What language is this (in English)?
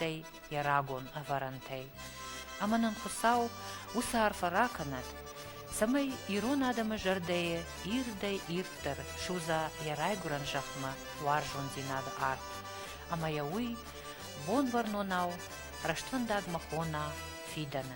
Ossetic